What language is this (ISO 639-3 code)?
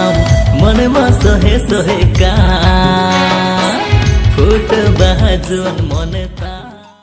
sat